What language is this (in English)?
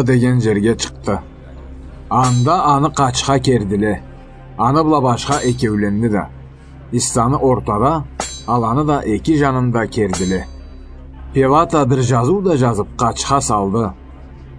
Karachay-Balkar